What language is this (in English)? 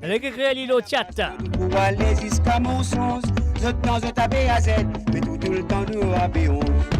Morisyen